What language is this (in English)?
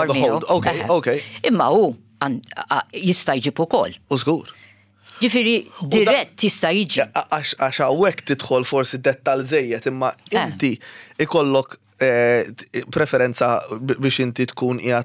Maltese